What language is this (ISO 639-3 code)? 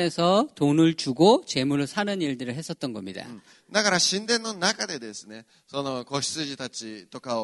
kor